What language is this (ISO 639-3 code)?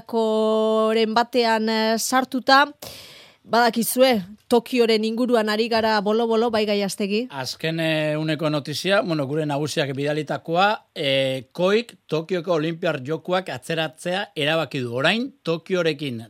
eus